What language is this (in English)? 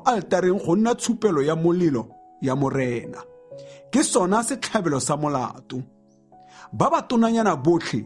Tswana